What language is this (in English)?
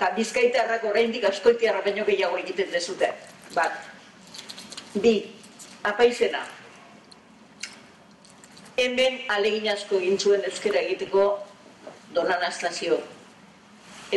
Basque